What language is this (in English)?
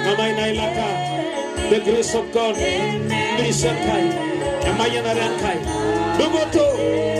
Masai